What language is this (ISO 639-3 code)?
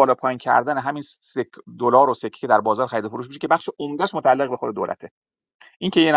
fas